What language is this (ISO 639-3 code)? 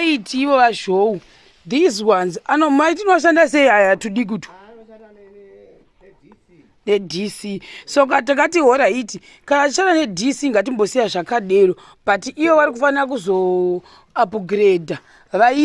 sna